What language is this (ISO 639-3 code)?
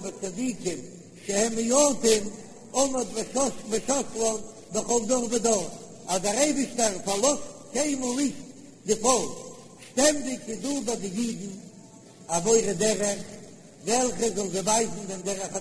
yid